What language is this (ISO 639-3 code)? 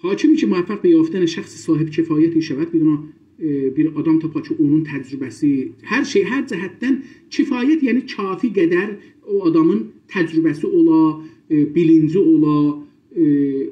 azb